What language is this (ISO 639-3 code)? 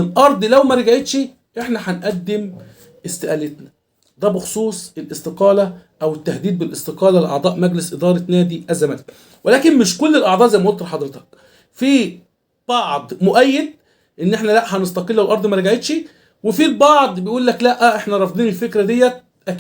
arz